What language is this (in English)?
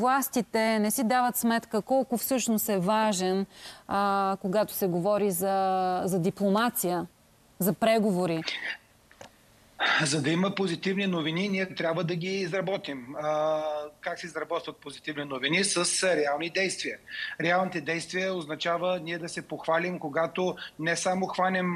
Bulgarian